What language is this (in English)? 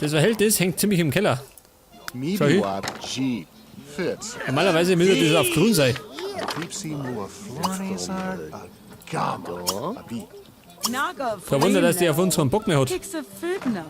Bavarian